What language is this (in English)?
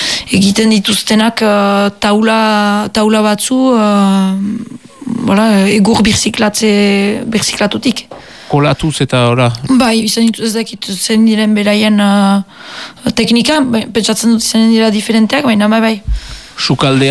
Basque